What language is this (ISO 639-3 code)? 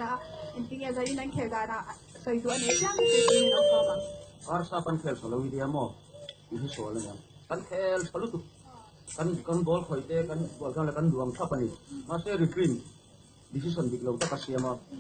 lus